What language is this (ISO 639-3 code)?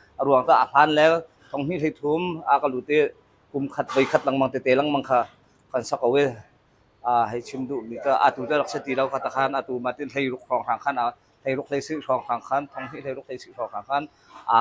cnh